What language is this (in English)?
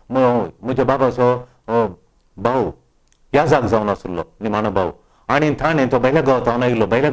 Konkani